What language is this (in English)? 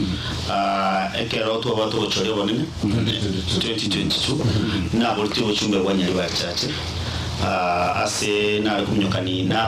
Gusii